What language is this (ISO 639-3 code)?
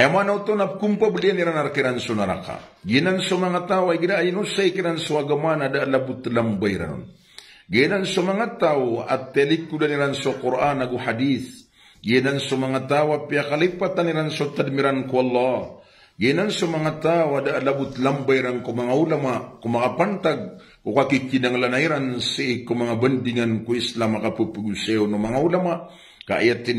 mrw